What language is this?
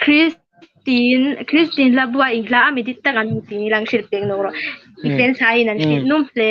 Hmar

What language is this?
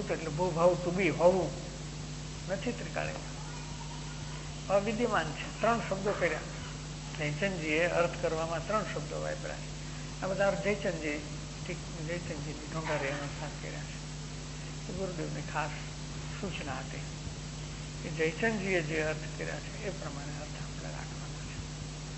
Gujarati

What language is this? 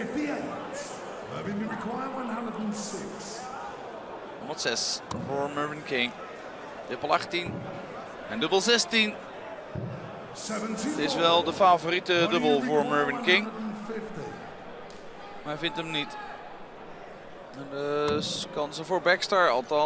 Dutch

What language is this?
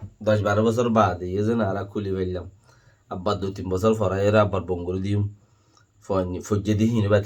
Rohingya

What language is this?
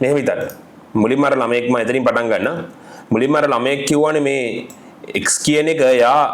Sinhala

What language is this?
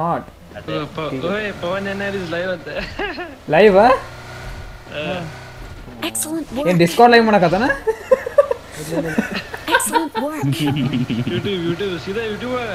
Kannada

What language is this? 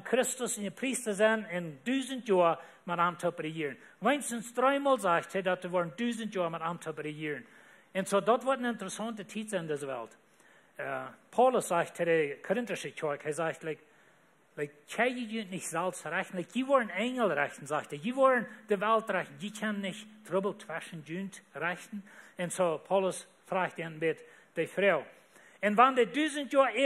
Plautdietsch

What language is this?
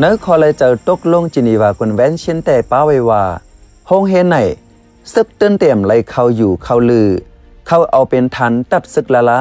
Shan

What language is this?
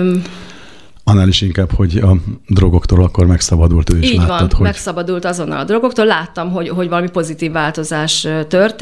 Hungarian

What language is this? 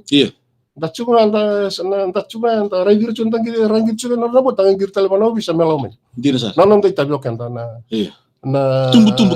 Fijian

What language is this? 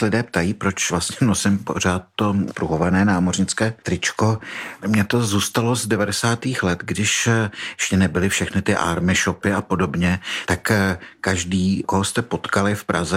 Czech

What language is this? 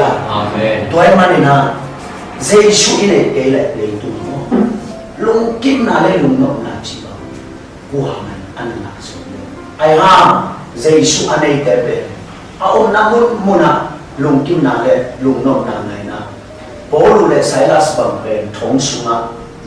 Tedim Chin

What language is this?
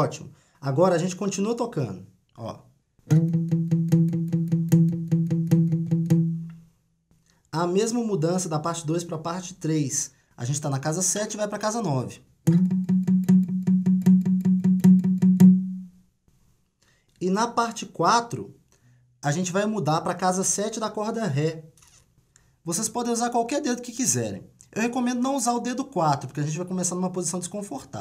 Portuguese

